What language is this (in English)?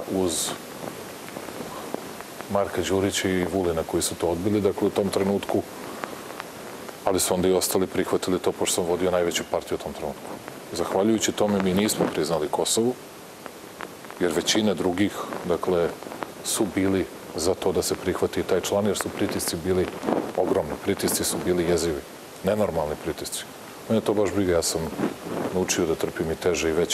Serbian